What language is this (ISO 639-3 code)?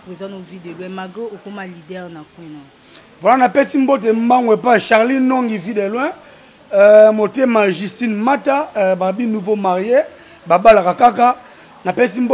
lin